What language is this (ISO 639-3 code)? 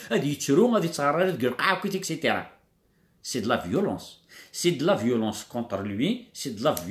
kab